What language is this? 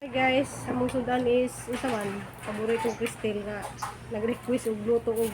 Cebuano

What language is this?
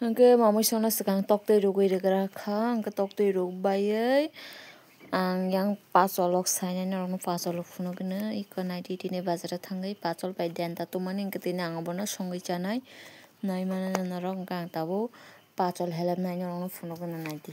Kok Borok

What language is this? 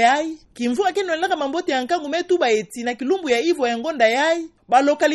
Kituba (Democratic Republic of Congo)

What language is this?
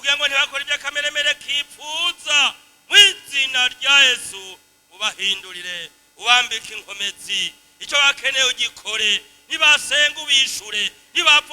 Rundi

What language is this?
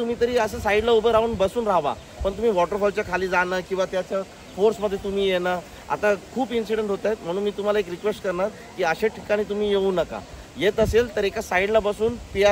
Marathi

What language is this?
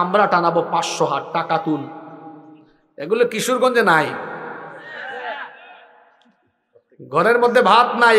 Bangla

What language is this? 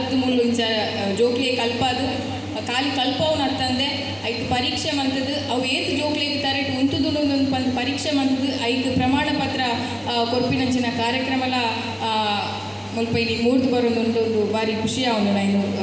Tulu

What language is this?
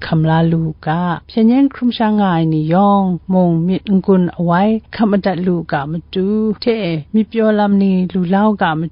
Kachin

